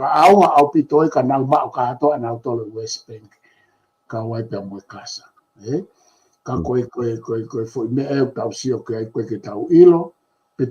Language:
Tongan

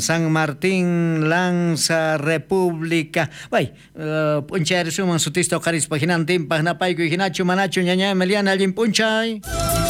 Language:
South Bolivian Quechua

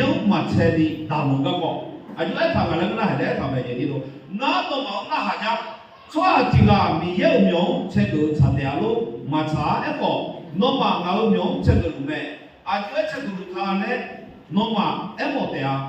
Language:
Akha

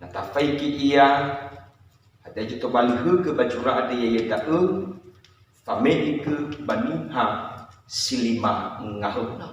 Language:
Nias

